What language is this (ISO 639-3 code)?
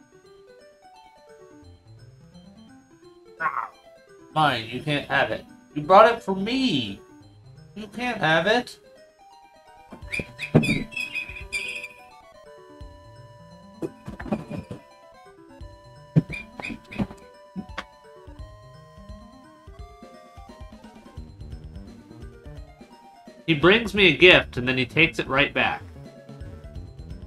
eng